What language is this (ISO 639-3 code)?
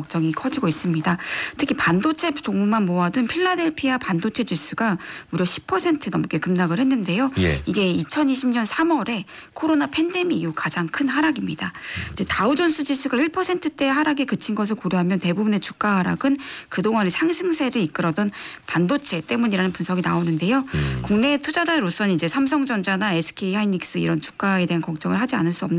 kor